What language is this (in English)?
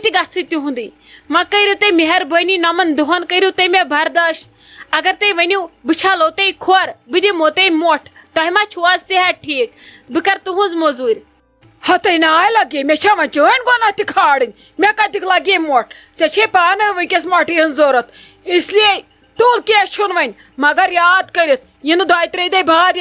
Kashmiri